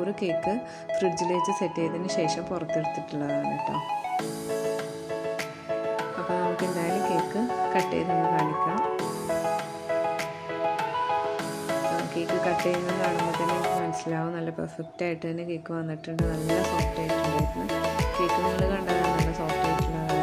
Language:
Malayalam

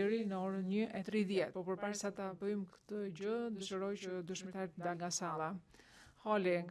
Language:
Albanian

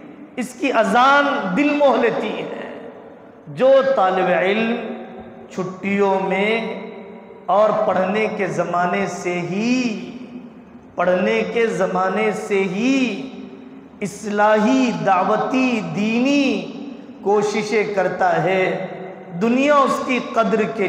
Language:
Urdu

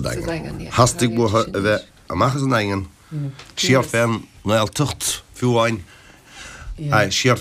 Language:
Irish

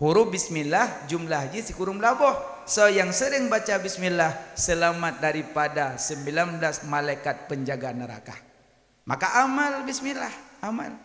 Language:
Achinese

